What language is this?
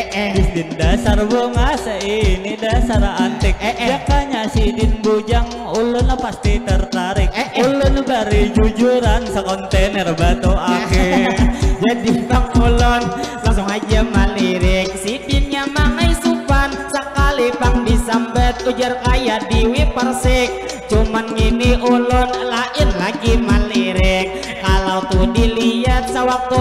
Banjar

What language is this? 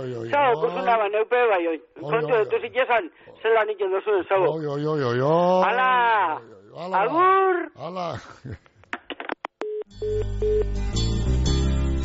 Basque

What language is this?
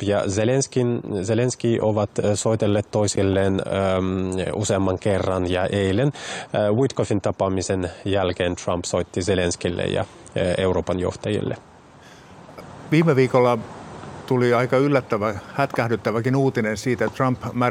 Finnish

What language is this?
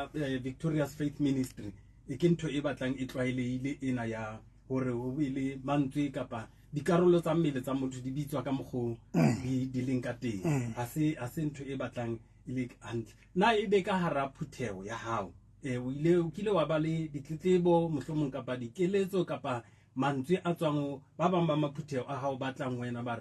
Southern Sotho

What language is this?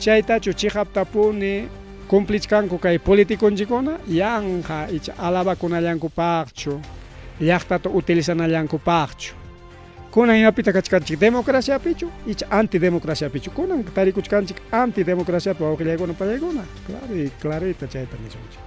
Ayacucho Quechua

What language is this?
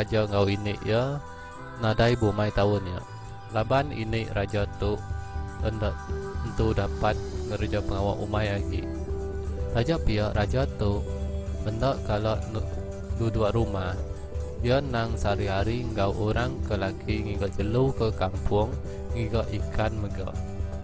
Iban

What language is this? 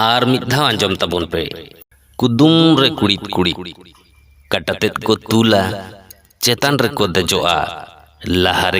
Santali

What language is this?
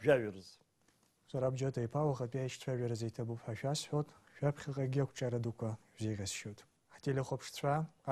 Abkhazian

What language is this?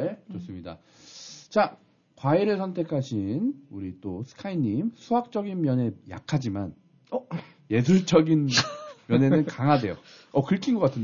Korean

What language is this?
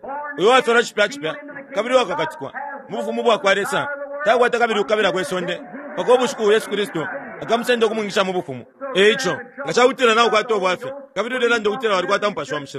Bemba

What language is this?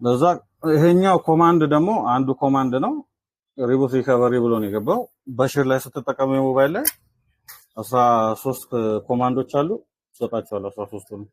Amharic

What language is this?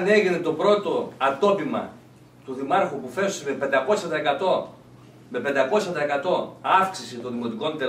Greek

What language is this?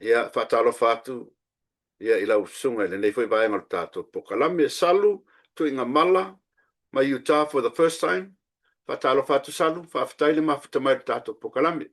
Samoan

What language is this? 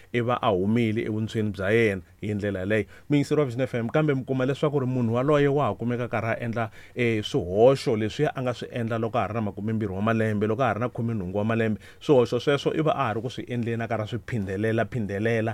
Tsonga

